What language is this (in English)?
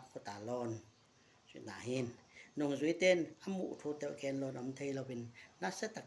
Tedim Chin